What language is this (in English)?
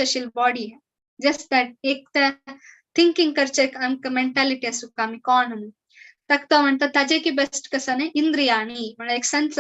Konkani